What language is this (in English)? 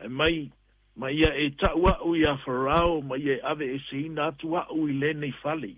Samoan